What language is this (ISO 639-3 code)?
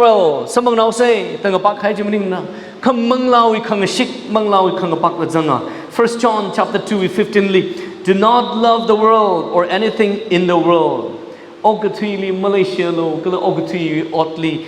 nmf